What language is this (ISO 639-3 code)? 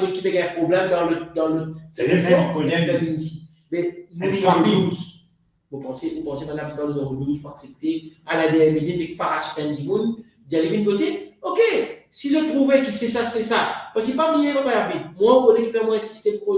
mfe